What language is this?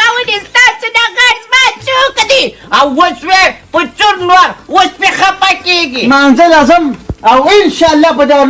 Pashto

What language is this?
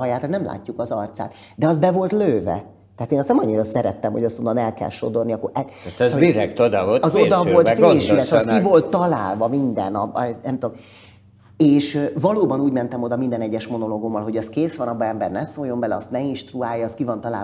Hungarian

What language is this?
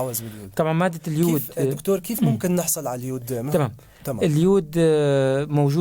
North Levantine Arabic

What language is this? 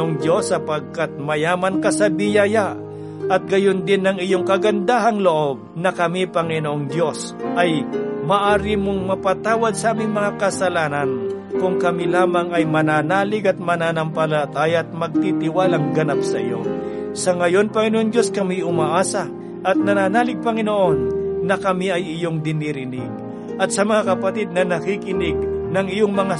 Filipino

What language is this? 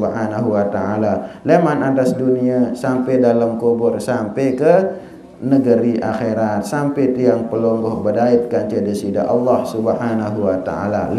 Sasak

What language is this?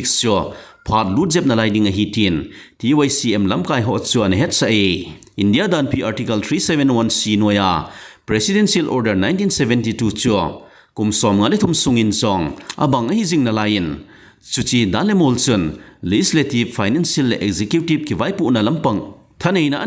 Thado Chin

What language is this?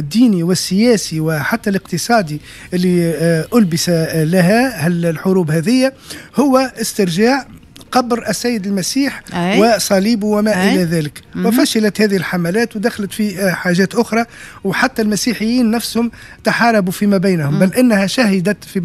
Tunisian Arabic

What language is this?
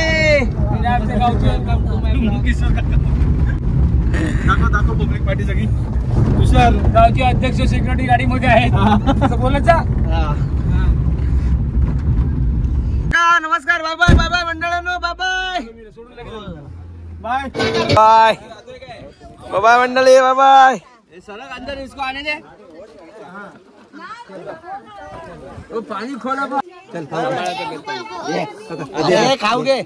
Marathi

